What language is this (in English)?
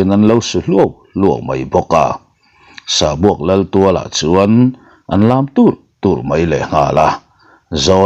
Mizo